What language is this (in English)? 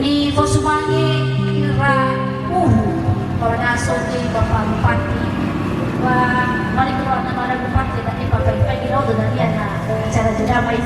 Nias